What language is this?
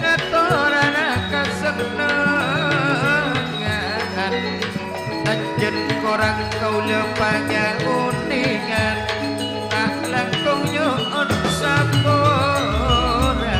Madurese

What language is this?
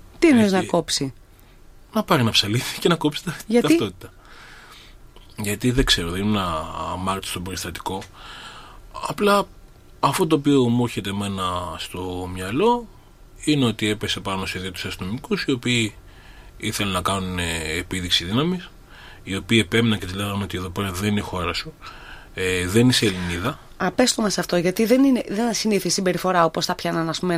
Greek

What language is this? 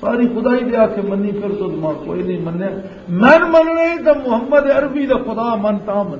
Western Panjabi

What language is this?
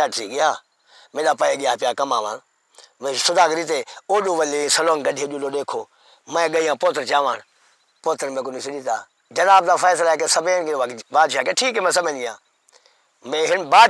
Saraiki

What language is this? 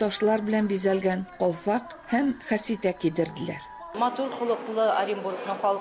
Tatar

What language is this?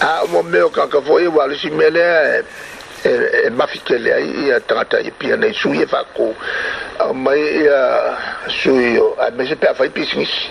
Samoan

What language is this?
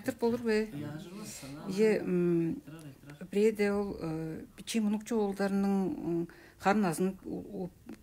Tuvinian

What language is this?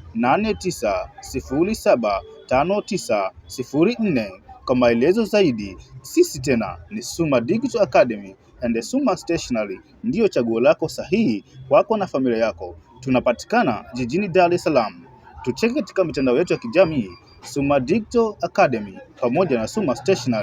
Swahili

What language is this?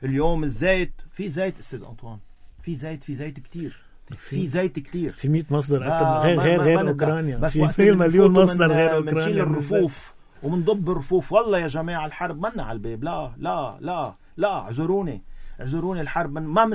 North Levantine Arabic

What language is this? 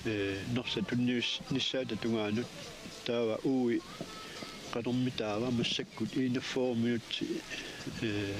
Kalaallisut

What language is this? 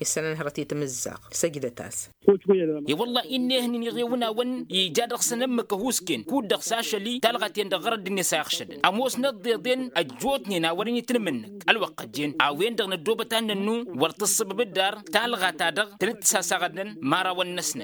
Tamasheq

